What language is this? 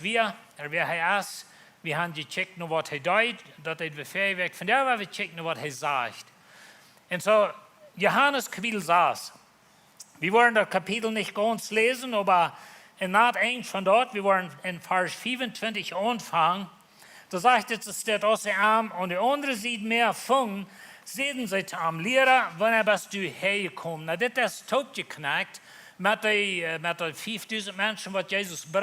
Plautdietsch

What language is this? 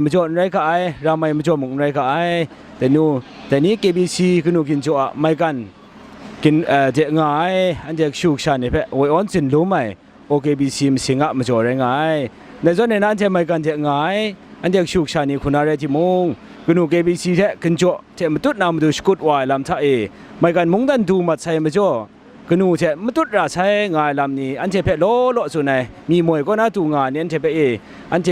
Kachin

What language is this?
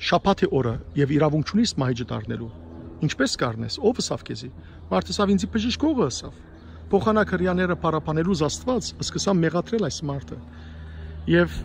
Western Armenian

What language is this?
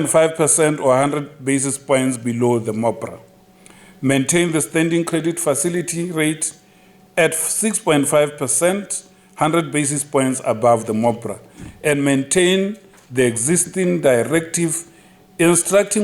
Tswana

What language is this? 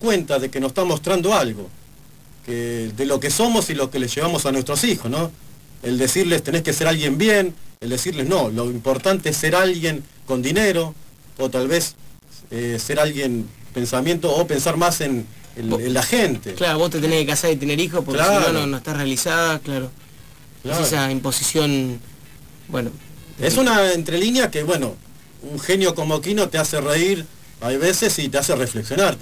Spanish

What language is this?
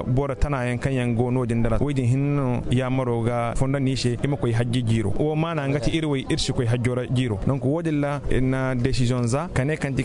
Zarma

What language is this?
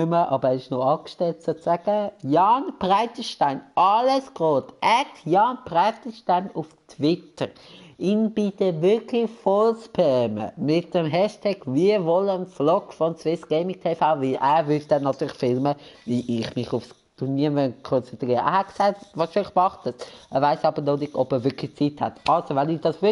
Swiss German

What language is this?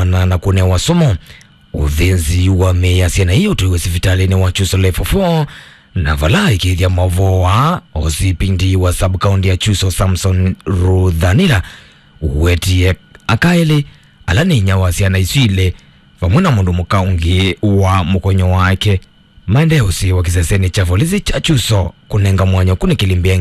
Kamba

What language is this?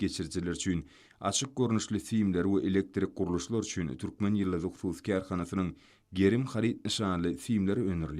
Turkmen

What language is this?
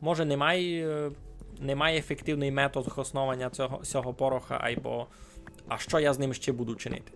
Rusyn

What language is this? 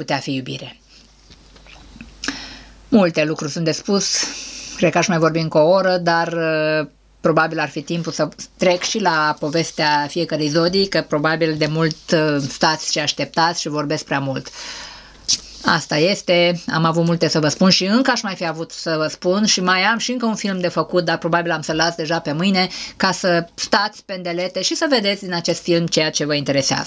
Romanian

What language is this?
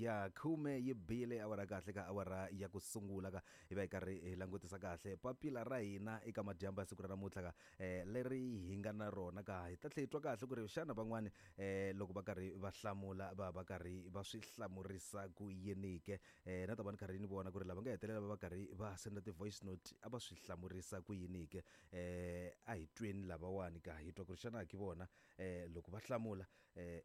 Tsonga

